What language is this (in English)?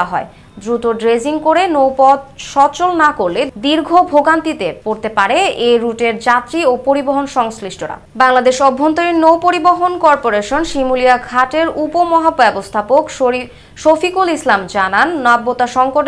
Bangla